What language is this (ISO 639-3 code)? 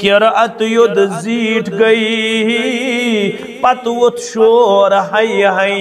kas